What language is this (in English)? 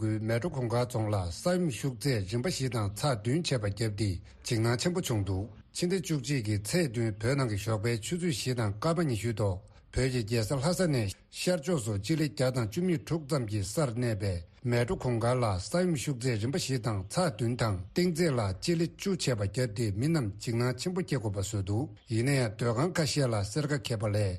Tibetan